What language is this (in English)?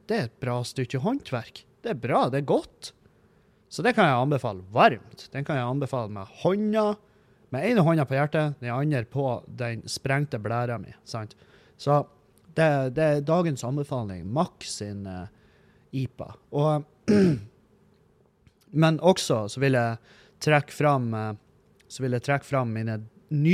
Norwegian